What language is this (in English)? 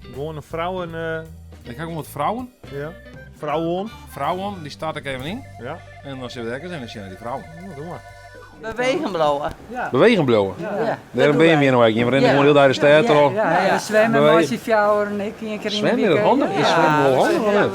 Western Frisian